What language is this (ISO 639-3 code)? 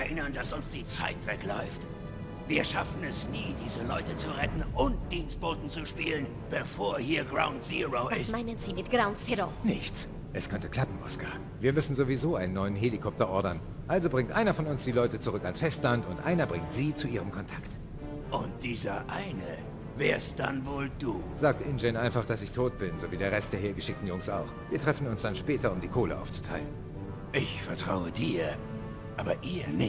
bar